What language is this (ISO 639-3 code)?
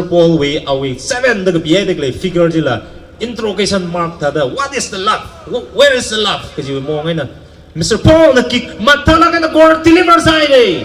nmf